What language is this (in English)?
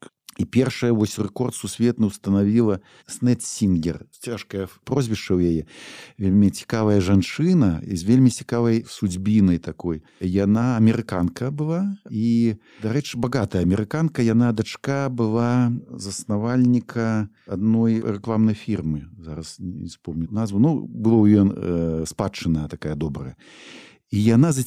Belarusian